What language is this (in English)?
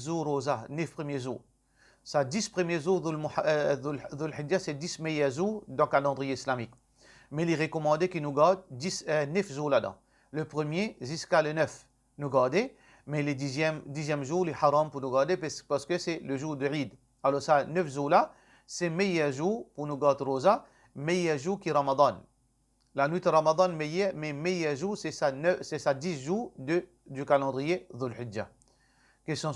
Morisyen